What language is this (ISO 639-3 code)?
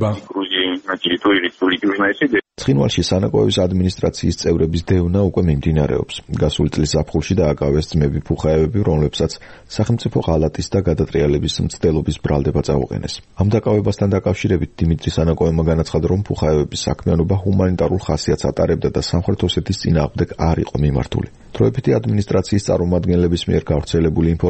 kat